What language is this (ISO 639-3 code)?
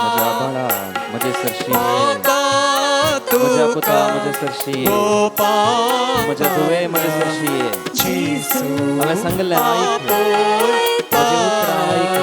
kok